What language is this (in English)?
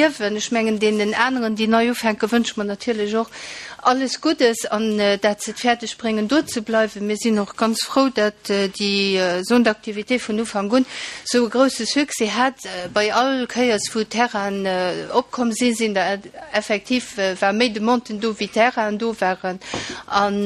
Luxembourgish